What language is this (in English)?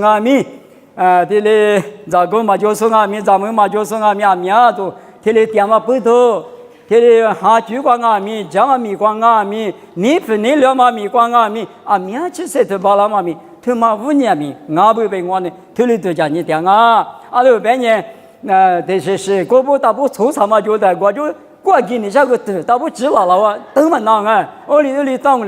Lisu